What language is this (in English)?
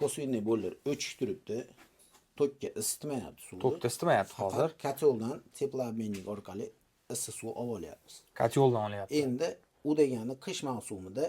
Uzbek